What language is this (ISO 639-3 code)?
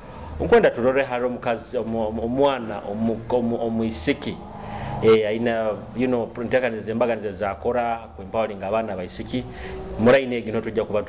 nyo